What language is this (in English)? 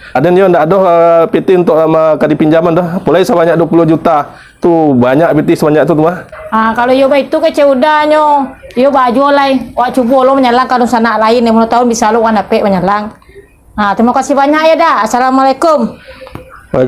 Minangkabau